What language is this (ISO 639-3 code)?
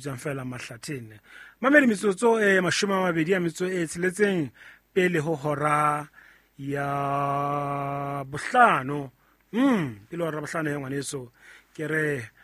sot